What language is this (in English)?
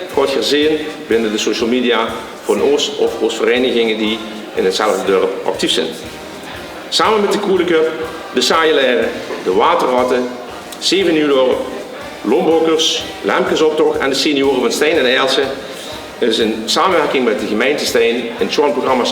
Limburgish